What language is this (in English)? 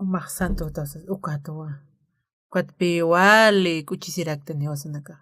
Aymara